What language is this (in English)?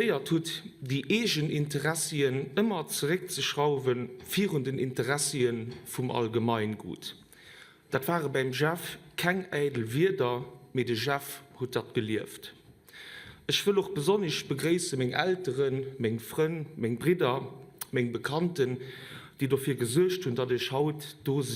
Luxembourgish